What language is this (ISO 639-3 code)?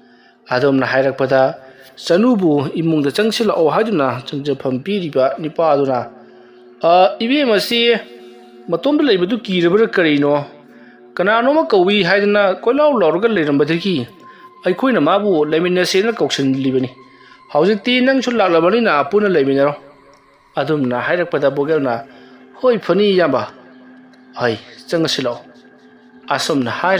mni